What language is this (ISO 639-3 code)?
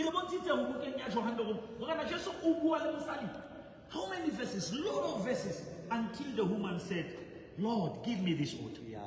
sot